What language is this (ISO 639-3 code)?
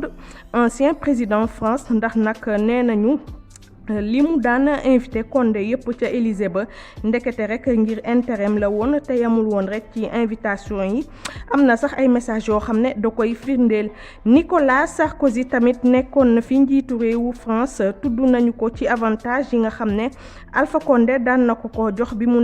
wol